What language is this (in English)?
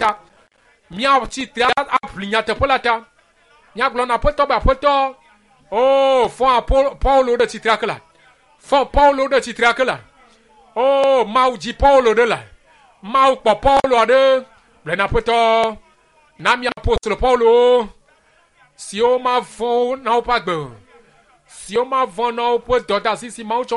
Ewe